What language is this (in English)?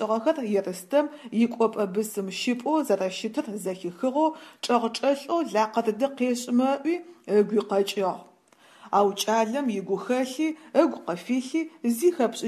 Adyghe